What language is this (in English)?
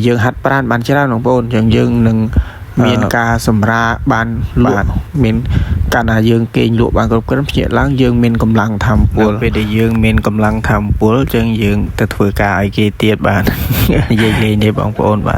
Khmer